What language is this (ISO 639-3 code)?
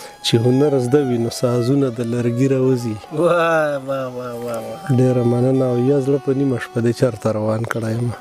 pus